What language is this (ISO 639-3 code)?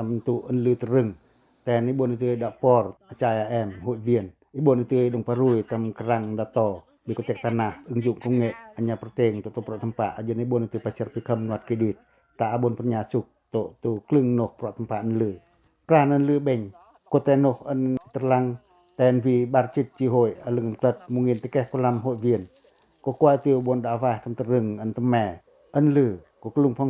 pac